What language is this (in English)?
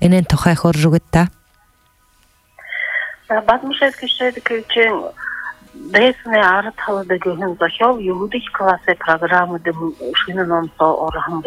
Buriat